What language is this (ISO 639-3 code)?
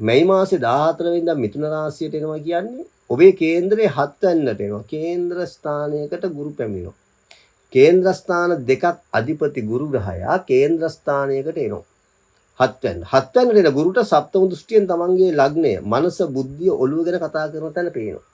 sin